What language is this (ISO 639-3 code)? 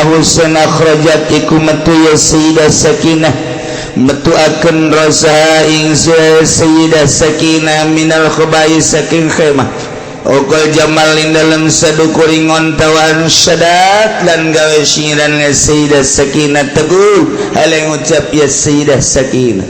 sun